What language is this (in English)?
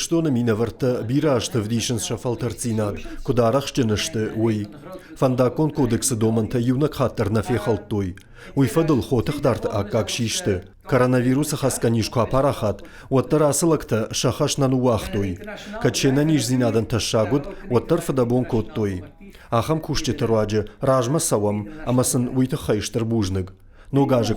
Ossetic